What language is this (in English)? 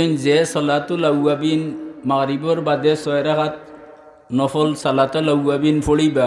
Sylheti